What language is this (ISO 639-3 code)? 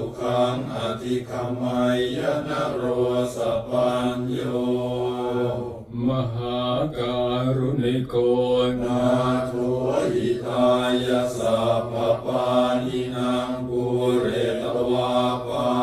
pli